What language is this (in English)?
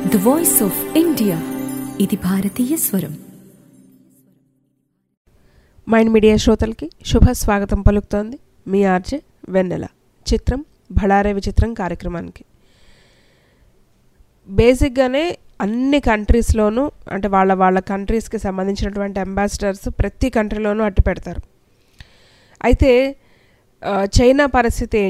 Telugu